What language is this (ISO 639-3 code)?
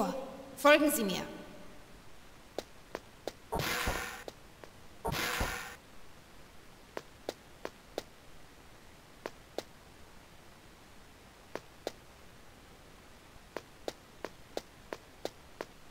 deu